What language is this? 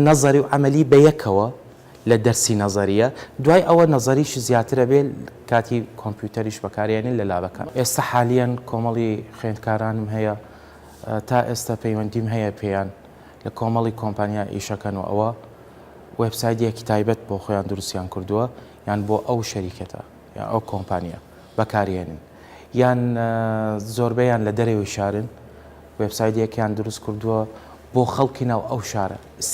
Central Kurdish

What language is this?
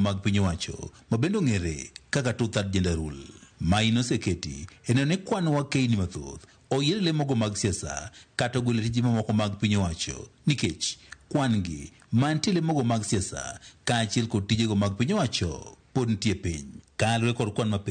Luo (Kenya and Tanzania)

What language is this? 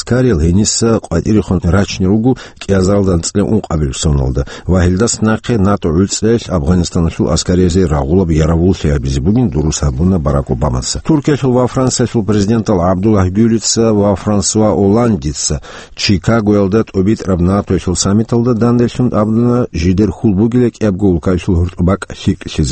Avaric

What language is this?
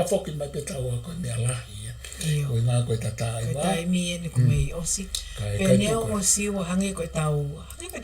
Tongan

